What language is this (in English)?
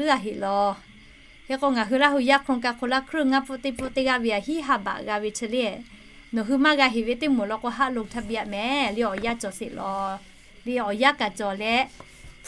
Lahu